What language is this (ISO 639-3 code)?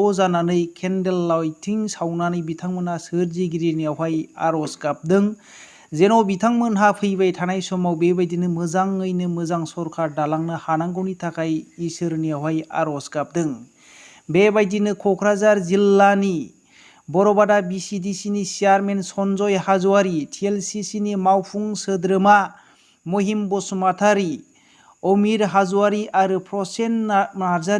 brx